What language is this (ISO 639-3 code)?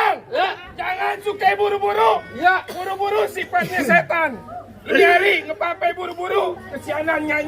bew